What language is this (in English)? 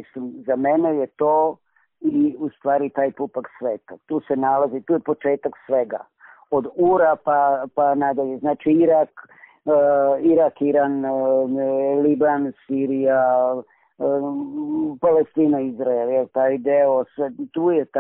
Serbian